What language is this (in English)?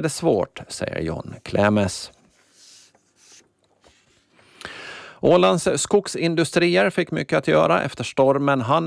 Swedish